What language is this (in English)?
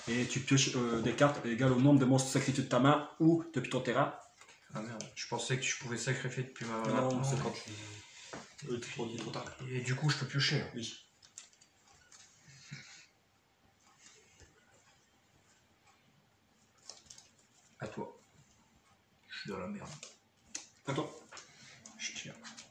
French